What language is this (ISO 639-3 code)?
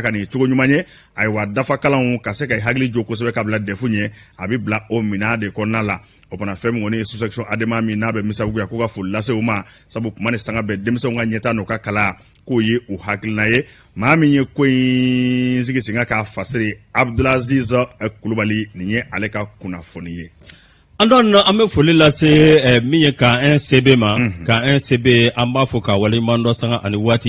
bam